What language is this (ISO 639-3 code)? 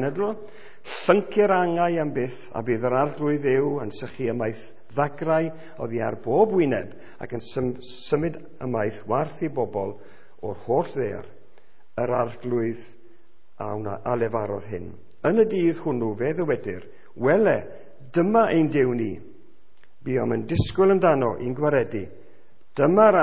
cym